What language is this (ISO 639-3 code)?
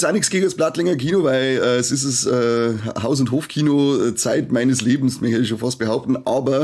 bar